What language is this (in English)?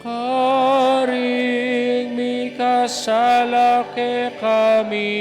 Pampanga